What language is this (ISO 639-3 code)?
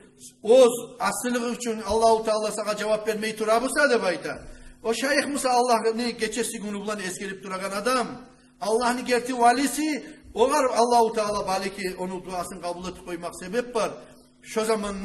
kum